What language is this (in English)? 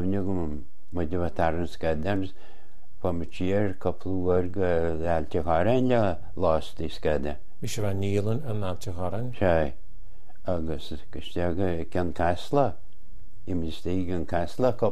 Irish